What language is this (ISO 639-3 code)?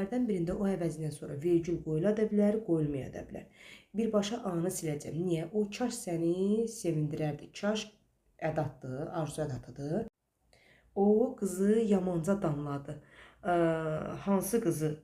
aze